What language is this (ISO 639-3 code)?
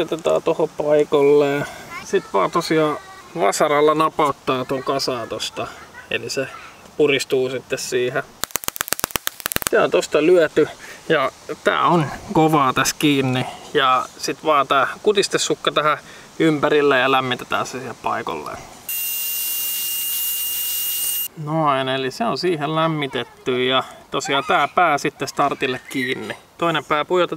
fin